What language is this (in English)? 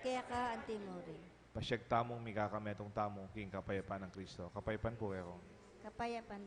Pampanga